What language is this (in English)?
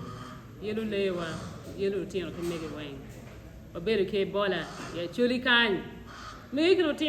Acoli